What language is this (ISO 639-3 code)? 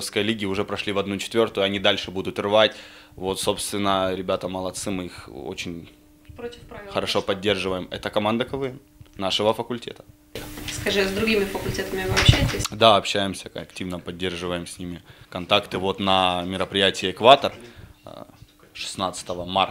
rus